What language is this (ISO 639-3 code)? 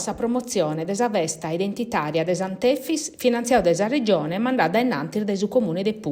srd